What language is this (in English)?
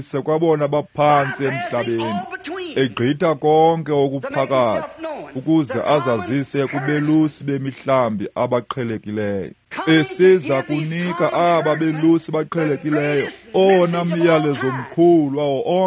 Xhosa